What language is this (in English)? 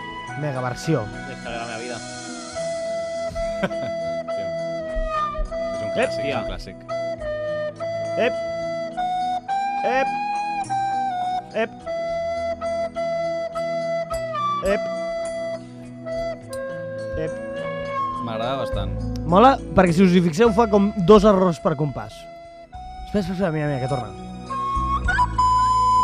Catalan